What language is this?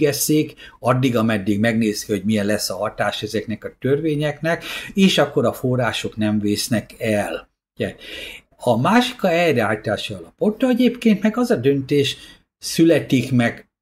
Hungarian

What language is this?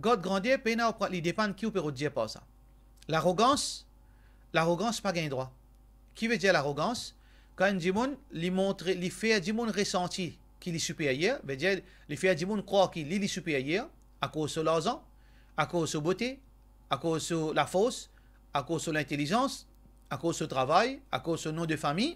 Morisyen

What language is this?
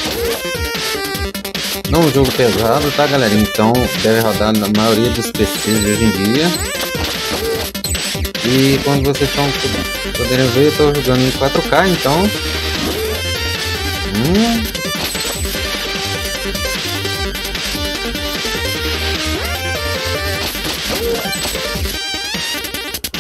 Portuguese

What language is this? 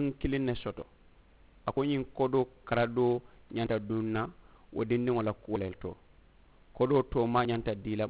Mandingo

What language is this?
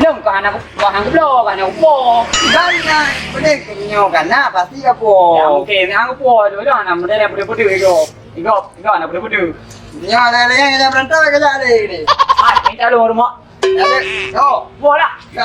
Achinese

